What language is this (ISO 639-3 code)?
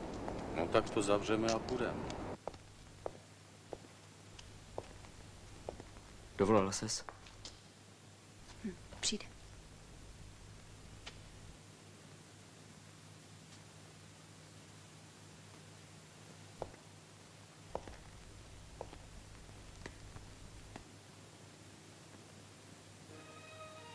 ces